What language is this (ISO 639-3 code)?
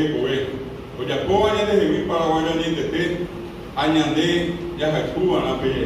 grn